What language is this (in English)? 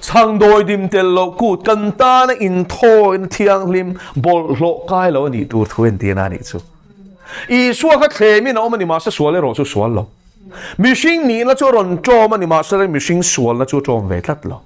Mizo